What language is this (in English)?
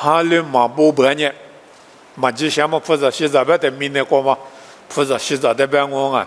Lisu